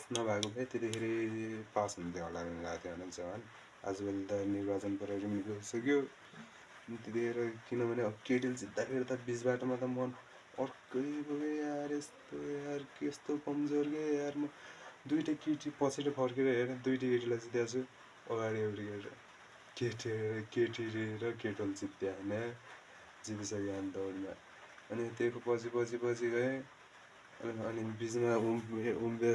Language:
Nepali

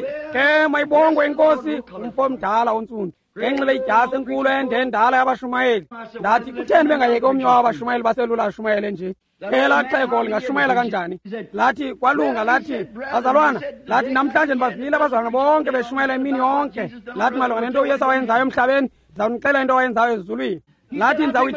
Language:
Xhosa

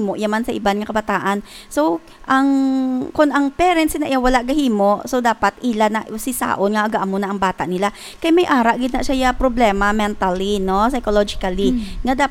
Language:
Hiligaynon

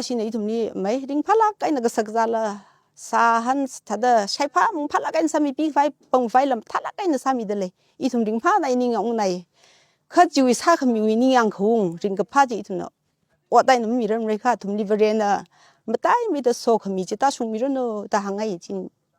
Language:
Tangkhul Naga (India)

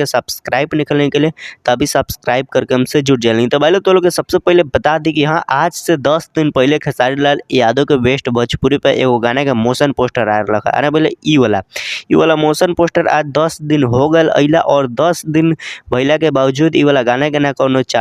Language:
Bhojpuri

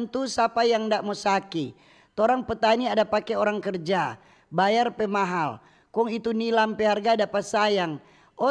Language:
Manado Malay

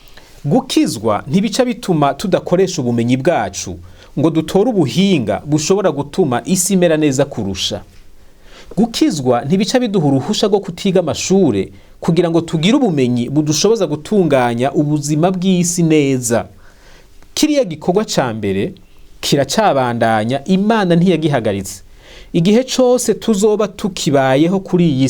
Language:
Rundi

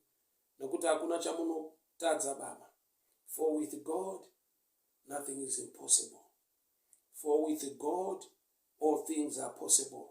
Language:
Shona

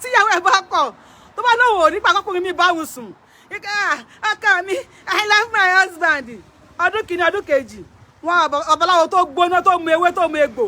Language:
Yoruba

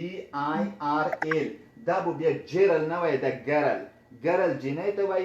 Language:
Pashto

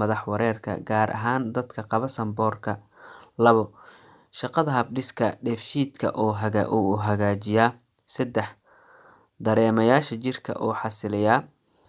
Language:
Somali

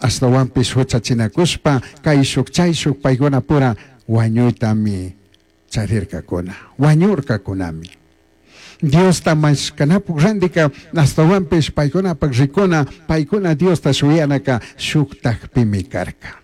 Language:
Chimborazo Highland Quichua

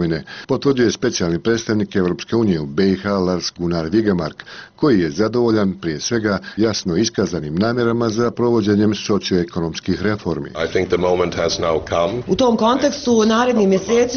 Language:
Bosnian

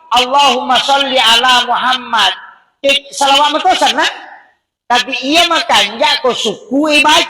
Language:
Buginese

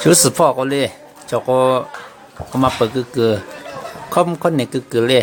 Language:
Lahu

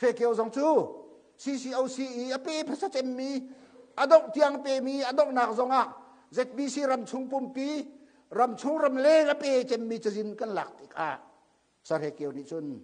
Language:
Hakha Chin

